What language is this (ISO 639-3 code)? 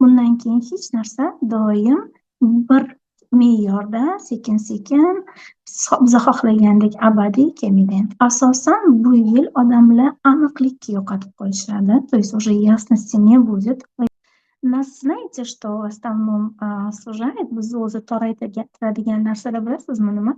uzb